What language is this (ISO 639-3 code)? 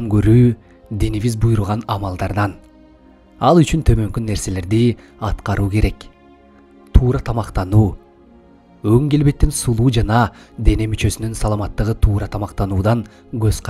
kir